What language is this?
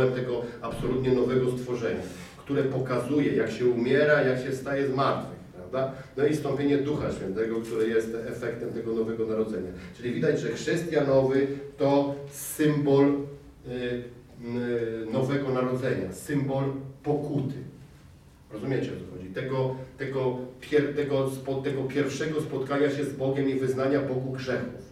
Polish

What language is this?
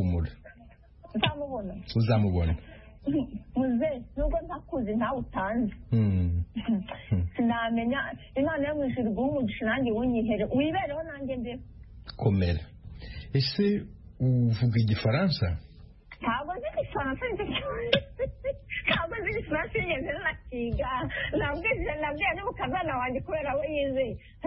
Kinyarwanda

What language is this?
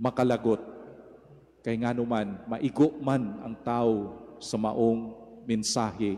Cebuano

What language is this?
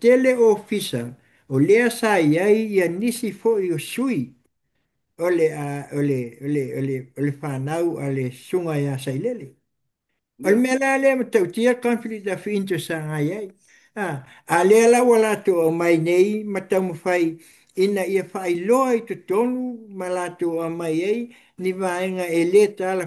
Samoan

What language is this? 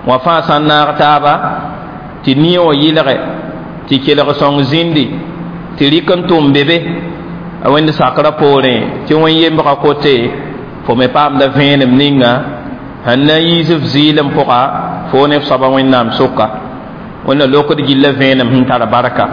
Mossi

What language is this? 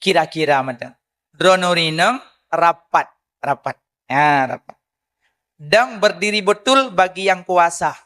Achinese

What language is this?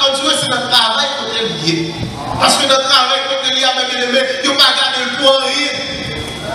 French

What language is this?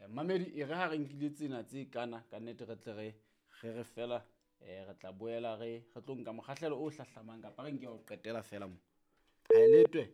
Southern Sotho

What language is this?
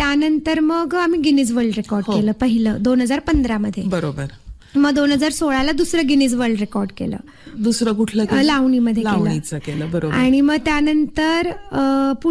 Marathi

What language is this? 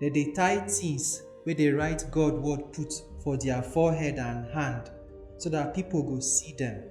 Nigerian Pidgin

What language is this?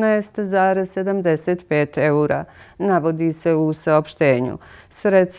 Serbian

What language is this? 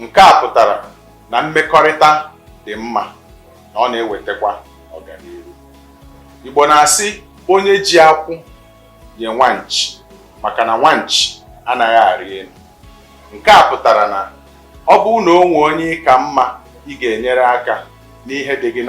Igbo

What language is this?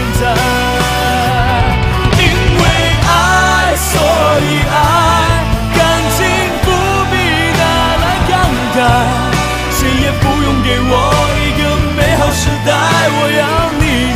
Chinese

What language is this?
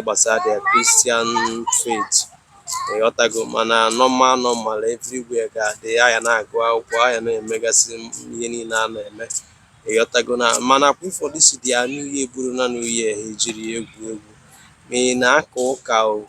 Igbo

